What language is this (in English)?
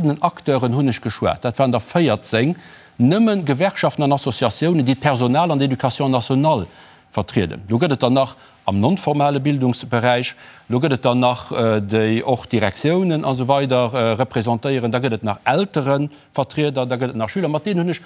Luxembourgish